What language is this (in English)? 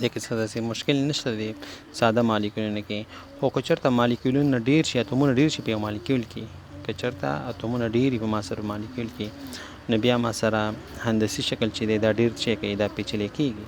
Pashto